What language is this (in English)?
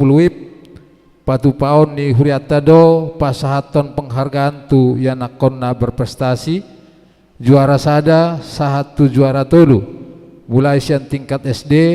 Batak Toba